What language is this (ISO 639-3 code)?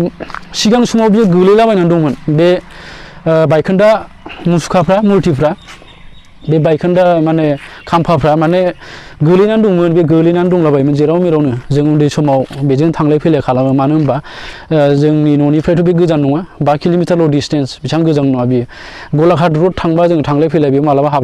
brx